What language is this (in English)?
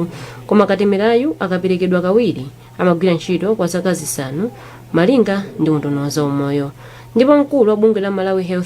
Nyanja